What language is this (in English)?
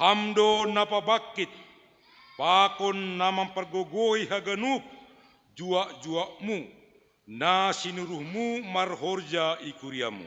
Batak Simalungun